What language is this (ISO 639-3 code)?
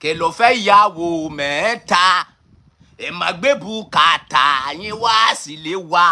yor